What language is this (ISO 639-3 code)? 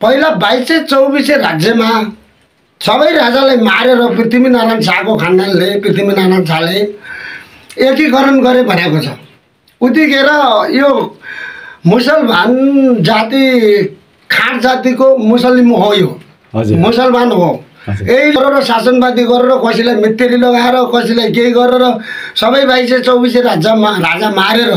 nep